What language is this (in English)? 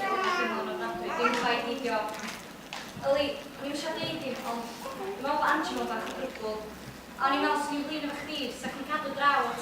Welsh